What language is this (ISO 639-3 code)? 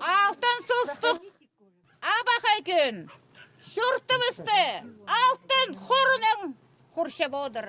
kjh